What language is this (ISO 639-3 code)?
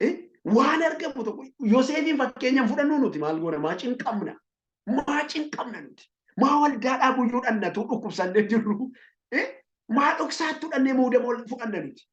orm